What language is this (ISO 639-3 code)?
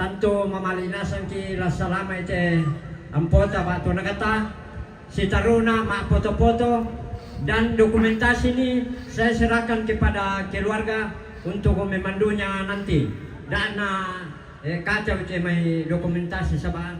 sda